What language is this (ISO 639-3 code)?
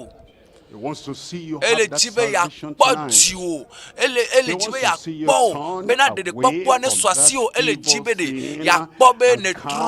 ewe